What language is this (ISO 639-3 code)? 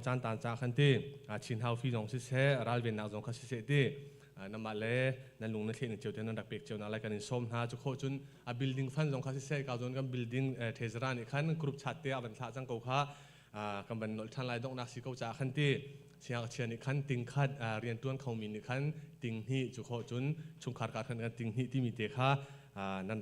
cnh